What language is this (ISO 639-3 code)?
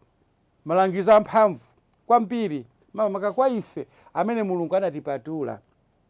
nya